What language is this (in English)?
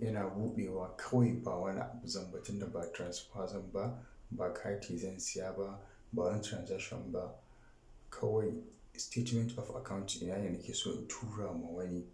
Hausa